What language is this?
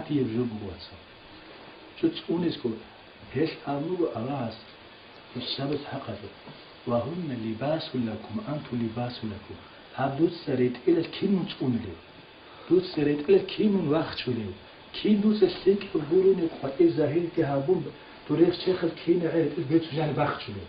Avaric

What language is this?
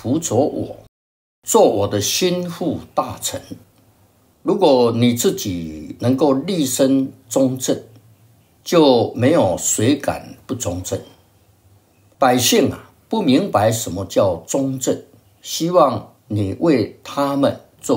Chinese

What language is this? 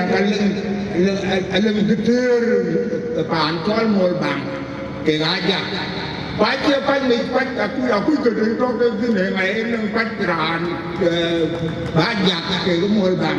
Dinka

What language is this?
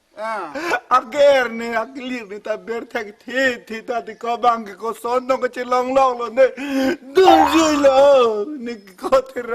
Karbi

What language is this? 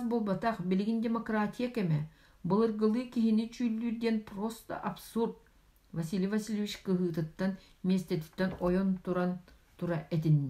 Yakut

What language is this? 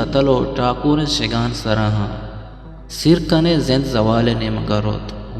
Eastern Balochi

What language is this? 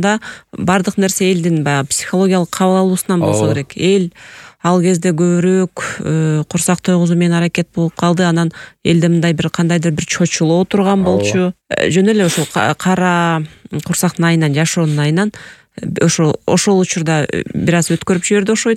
Kyrgyz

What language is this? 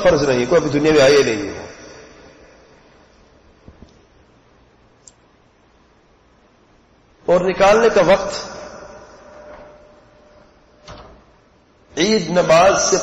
Urdu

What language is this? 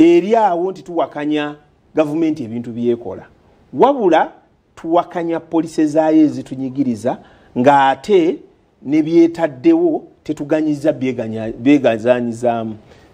Ganda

